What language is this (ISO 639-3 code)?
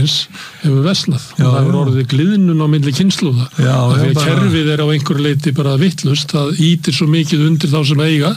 isl